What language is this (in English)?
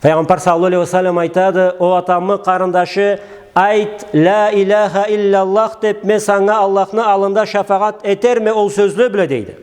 Karachay-Balkar